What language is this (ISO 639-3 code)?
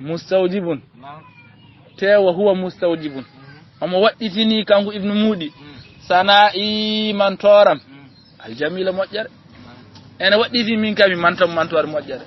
ful